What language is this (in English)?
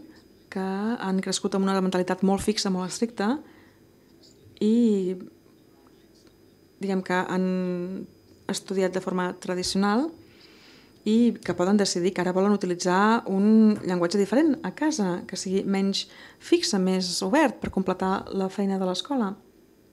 Catalan